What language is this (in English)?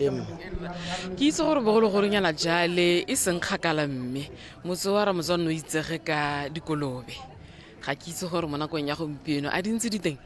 Tswana